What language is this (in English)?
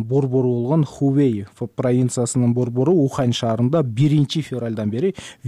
Kyrgyz